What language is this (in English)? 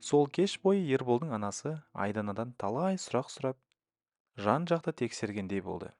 Kazakh